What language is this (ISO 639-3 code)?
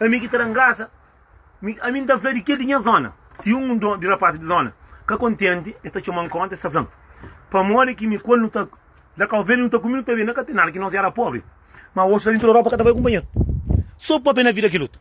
kea